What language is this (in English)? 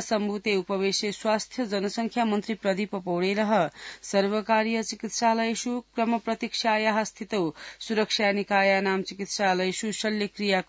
Sanskrit